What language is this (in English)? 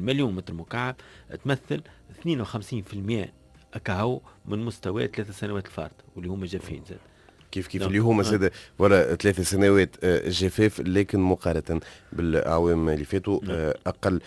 Tunisian Arabic